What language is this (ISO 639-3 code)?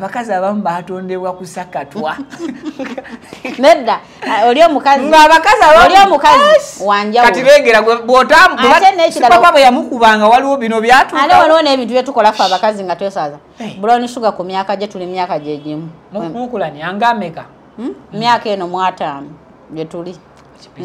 lug